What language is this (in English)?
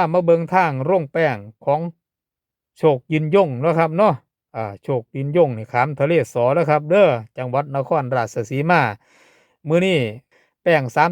Northeastern Thai